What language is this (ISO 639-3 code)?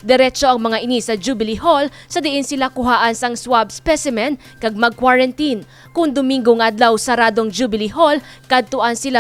hil